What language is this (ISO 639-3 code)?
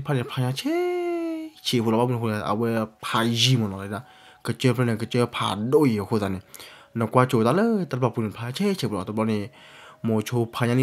ksw